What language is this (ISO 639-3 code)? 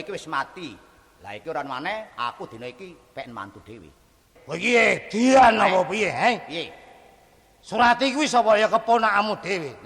jav